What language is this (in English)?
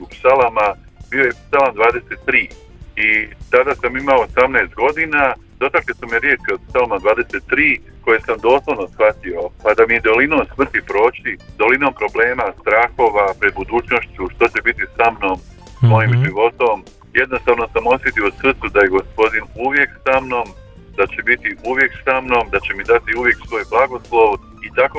Croatian